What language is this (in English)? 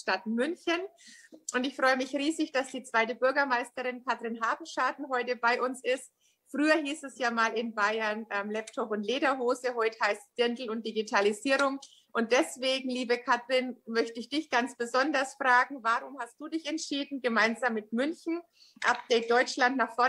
German